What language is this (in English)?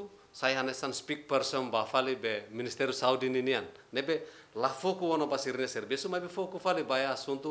Tetum